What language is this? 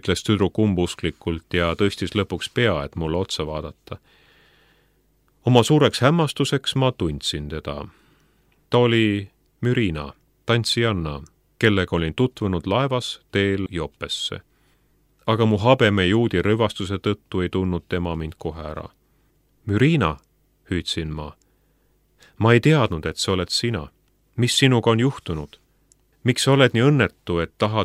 Estonian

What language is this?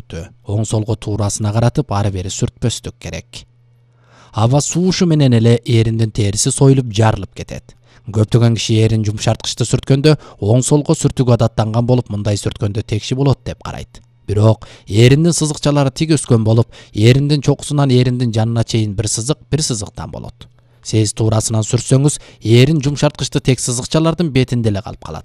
Kyrgyz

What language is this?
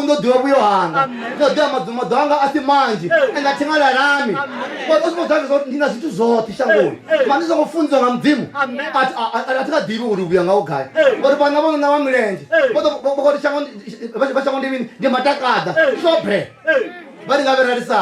Venda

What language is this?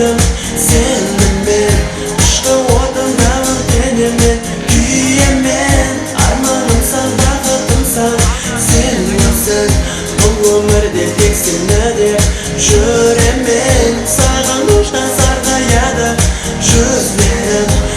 Kara-Kalpak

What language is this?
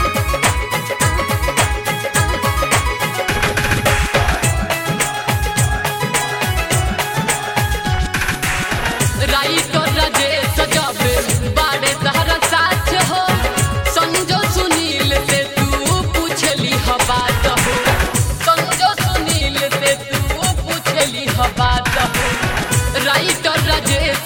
Bhojpuri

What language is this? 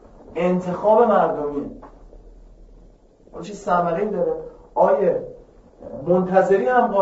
Persian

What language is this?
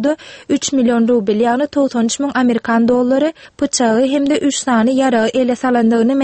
Turkmen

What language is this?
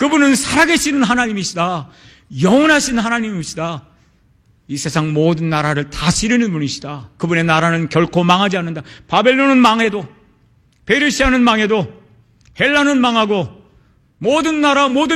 Korean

